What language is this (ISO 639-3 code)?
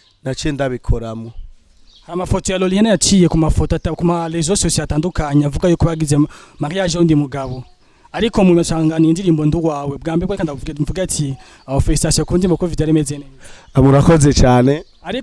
run